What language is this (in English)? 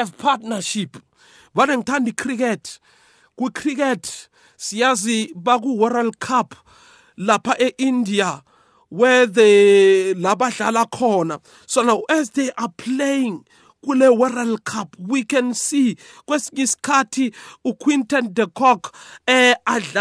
South Ndebele